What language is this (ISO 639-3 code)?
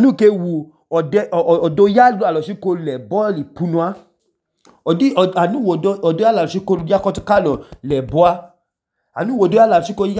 idu